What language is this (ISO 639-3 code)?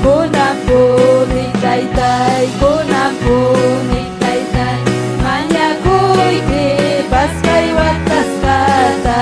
quy